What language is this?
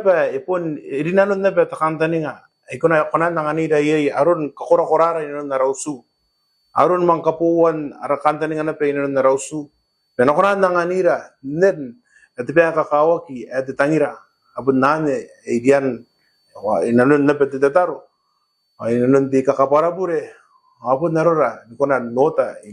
Gilbertese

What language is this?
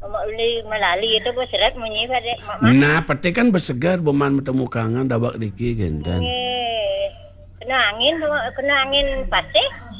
Balinese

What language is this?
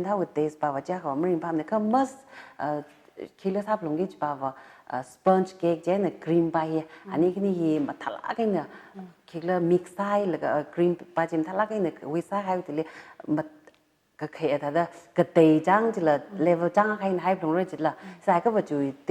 Tangkhul Naga (India)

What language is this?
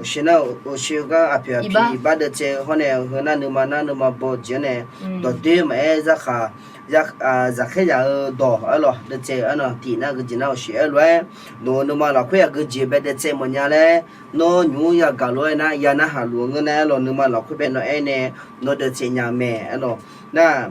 Akha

